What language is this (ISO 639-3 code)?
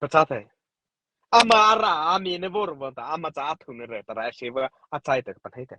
mrh